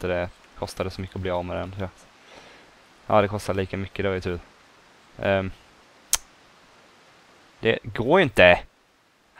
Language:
Swedish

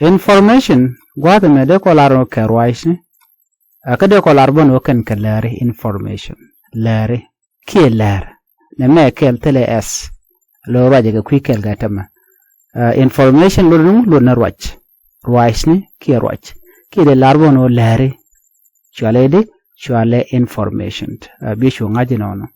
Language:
Nuer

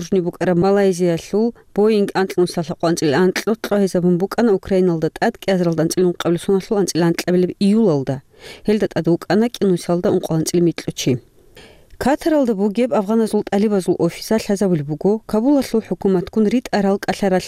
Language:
Avaric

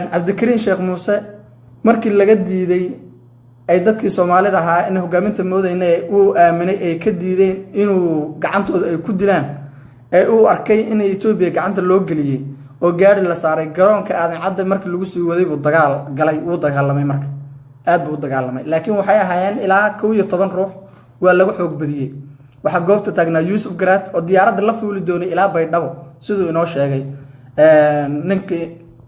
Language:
Somali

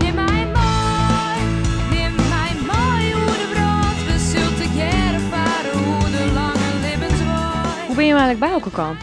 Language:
Western Frisian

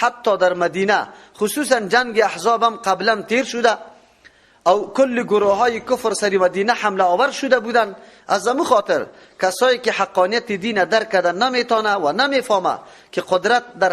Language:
Persian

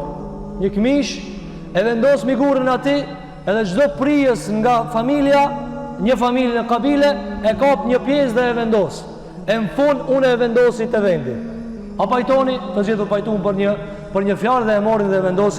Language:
Albanian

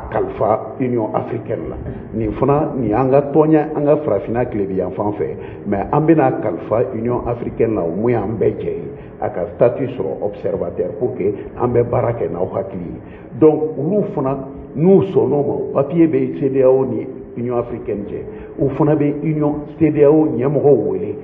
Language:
Bambara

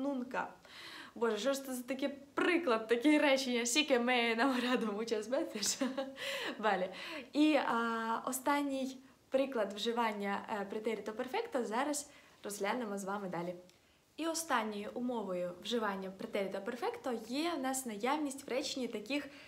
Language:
Ukrainian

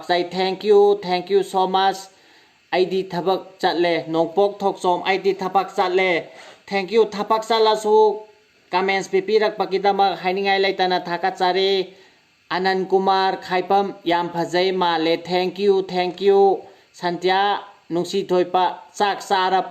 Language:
Manipuri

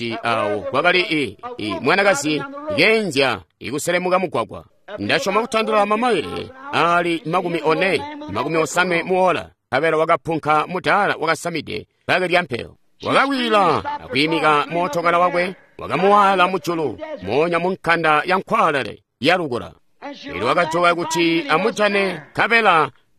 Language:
Tonga (Zambia)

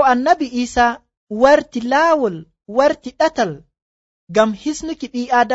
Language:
Nigerian Fulfulde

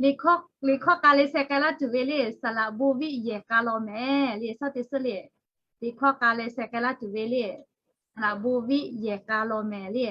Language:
Lahu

